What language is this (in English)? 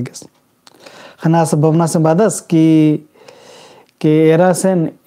Kurukh